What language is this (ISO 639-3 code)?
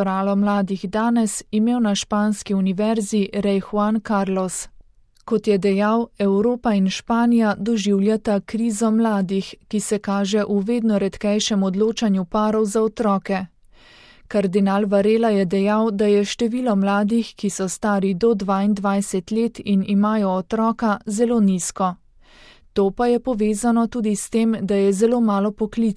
slv